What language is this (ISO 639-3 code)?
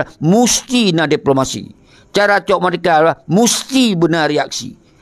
ace